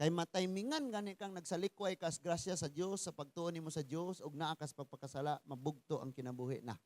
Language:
Cebuano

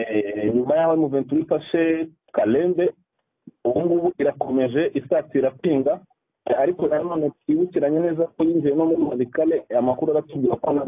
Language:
Kinyarwanda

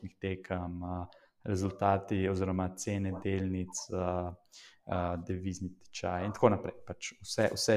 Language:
Slovenian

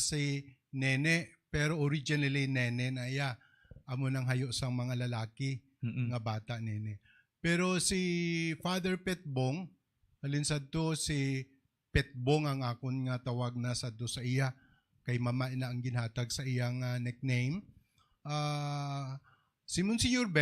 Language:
Hiligaynon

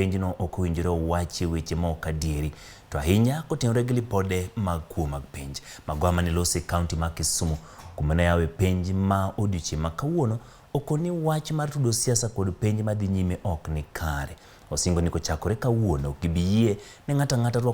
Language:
Luo (Kenya and Tanzania)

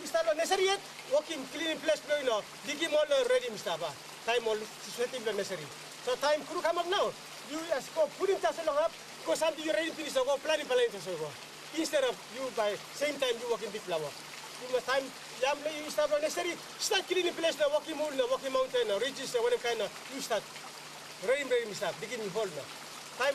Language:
Tok Pisin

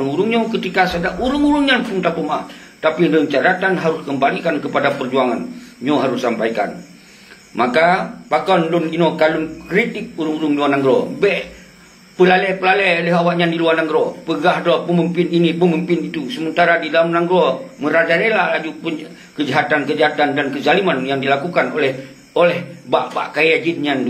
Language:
Achinese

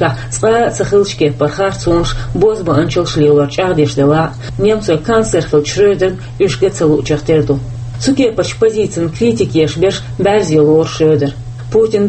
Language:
Chechen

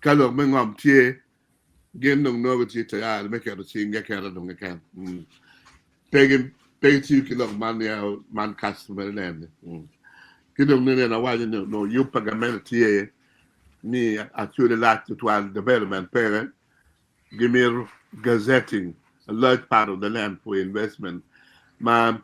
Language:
Acoli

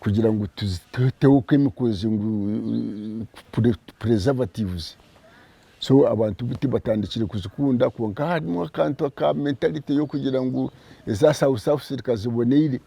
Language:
Nyankole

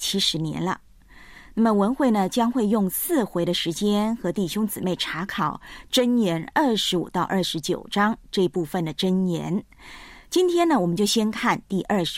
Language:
Chinese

